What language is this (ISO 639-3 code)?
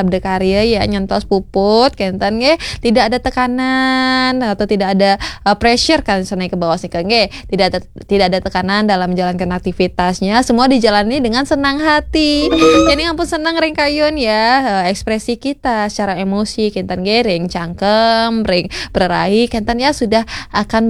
ban